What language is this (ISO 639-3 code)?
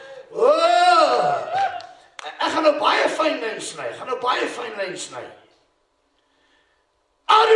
afr